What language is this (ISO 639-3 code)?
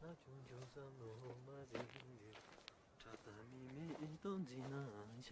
bod